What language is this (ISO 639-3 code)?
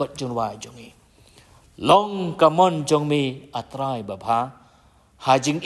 kha